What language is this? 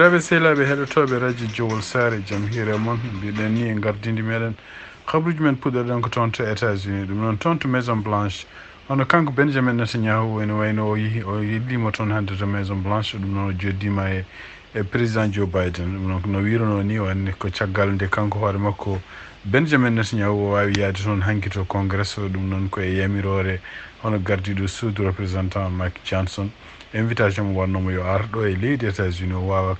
Fula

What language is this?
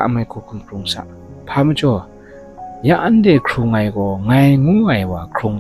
Kachin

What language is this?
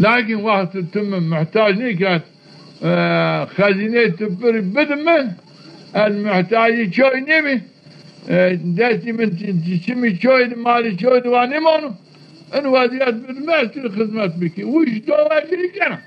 Zaza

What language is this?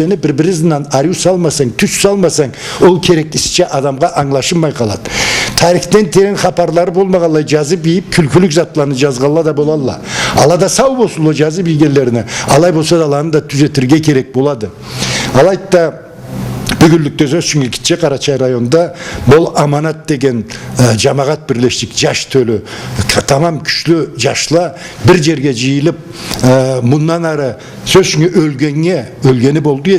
Karachay-Balkar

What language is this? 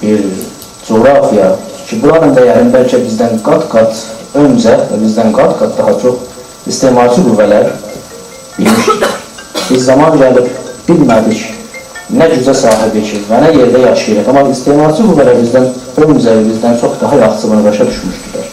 South Azerbaijani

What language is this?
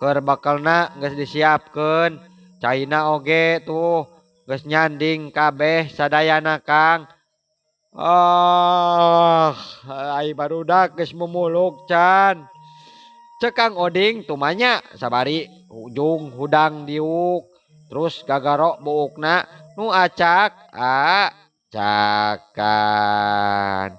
Sundanese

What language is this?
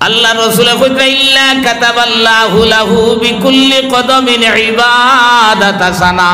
Sylheti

